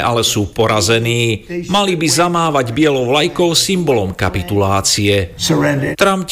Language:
Slovak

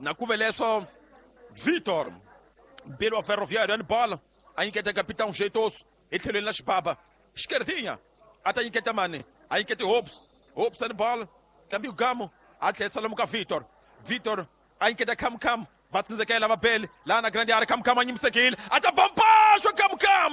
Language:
Tsonga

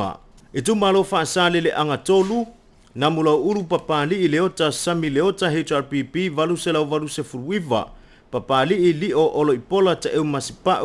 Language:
Samoan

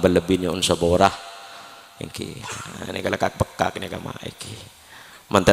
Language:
Madurese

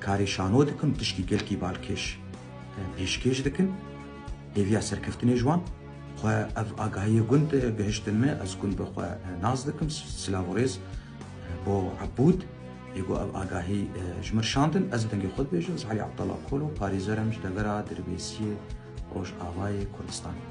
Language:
Kurdish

